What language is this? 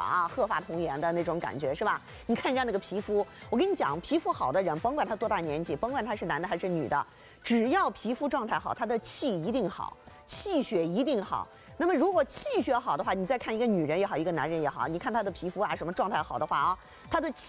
Chinese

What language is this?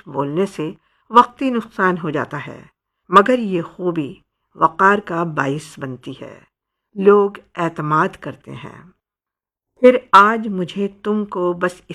Urdu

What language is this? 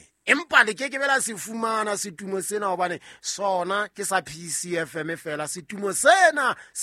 Southern Sotho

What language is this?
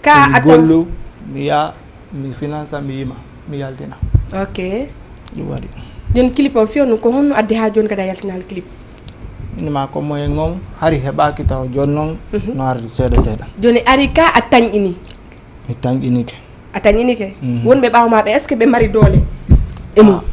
Fula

